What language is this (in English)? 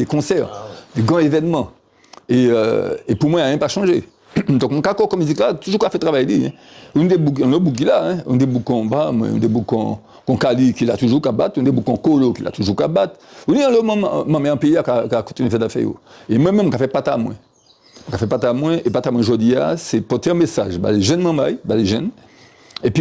Guadeloupean Creole French